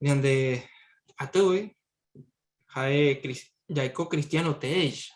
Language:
Guarani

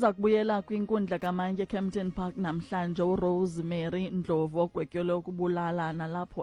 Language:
Xhosa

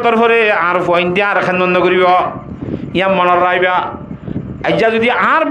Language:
Rohingya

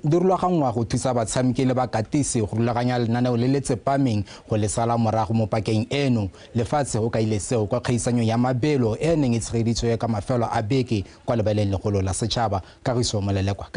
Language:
Tswana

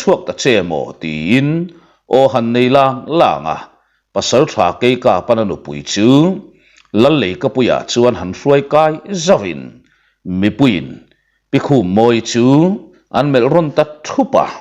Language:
Mizo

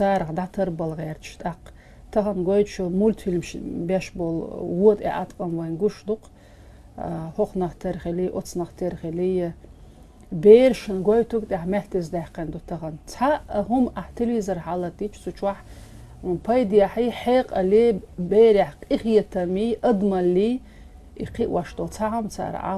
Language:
Chechen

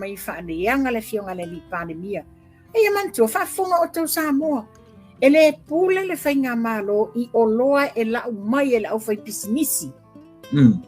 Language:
Samoan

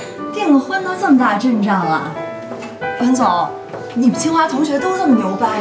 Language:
Chinese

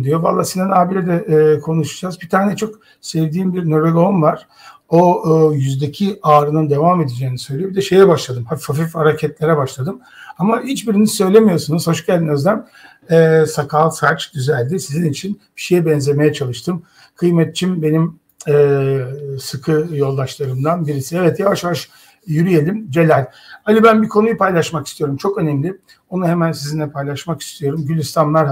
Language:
Turkish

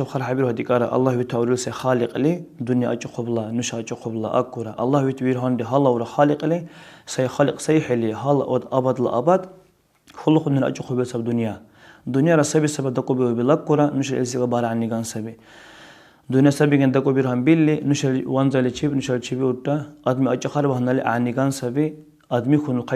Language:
Dargwa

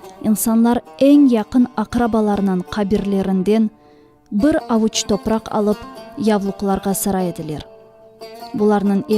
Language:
Crimean Tatar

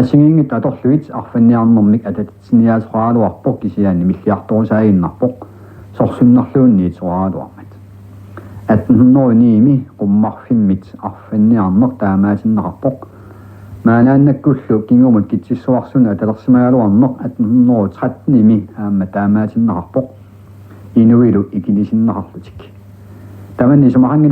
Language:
Kalaallisut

